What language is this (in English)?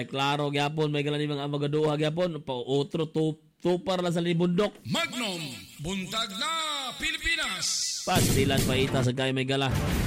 Cebuano